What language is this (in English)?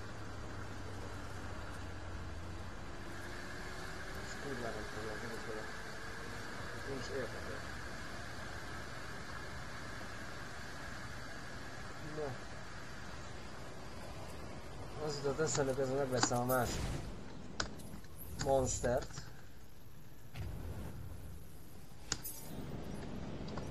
Hungarian